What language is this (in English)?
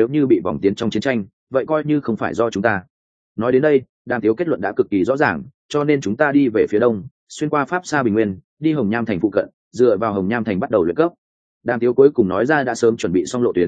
Vietnamese